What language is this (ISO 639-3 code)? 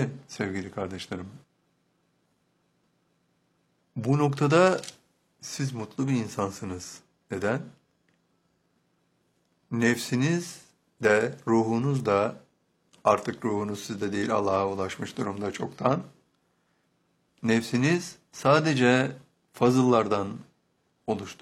tur